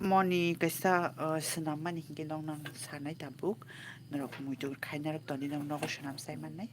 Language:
Kok Borok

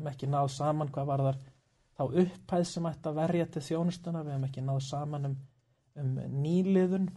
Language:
Icelandic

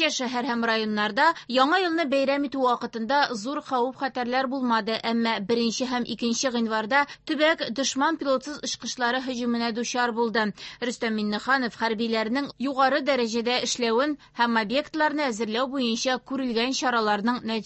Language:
Tatar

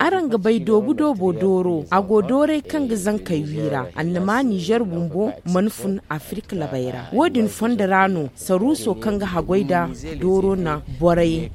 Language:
Zarma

